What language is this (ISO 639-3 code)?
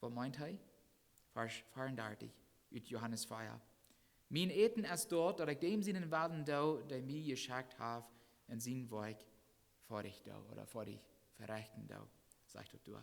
pdt